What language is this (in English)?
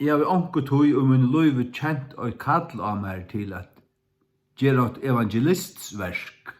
Faroese